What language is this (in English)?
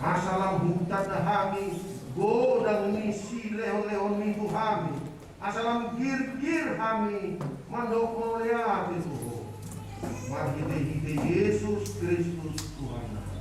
Batak Toba